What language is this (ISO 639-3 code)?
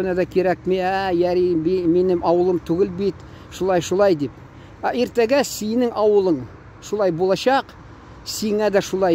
tat